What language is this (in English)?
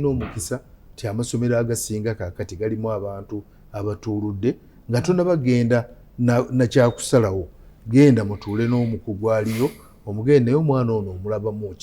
Ganda